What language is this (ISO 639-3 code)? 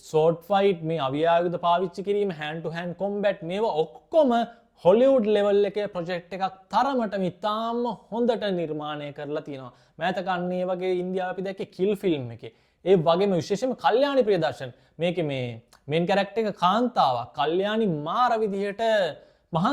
sin